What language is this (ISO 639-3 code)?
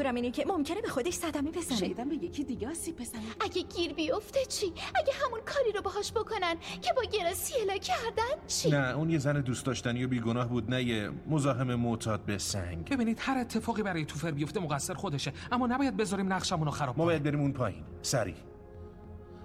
fas